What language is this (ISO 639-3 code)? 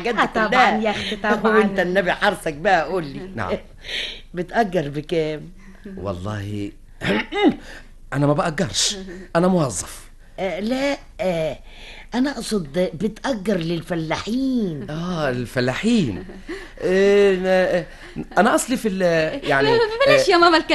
arz